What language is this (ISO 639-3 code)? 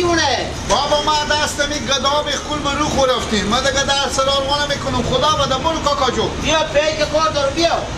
fas